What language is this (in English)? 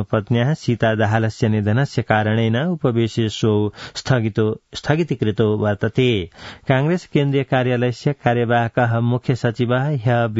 Sanskrit